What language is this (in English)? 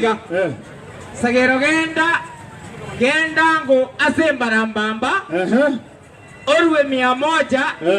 Gusii